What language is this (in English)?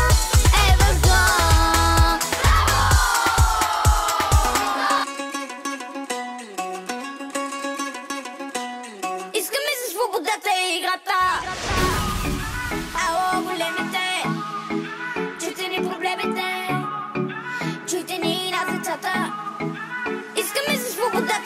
Bulgarian